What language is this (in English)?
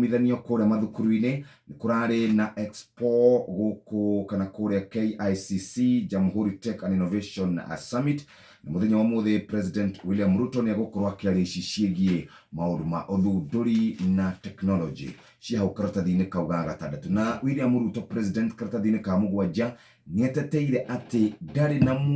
Kikuyu